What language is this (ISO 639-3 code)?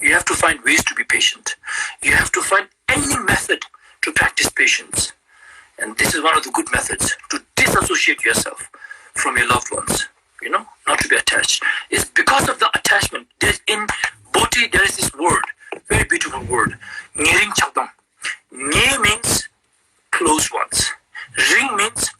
lbj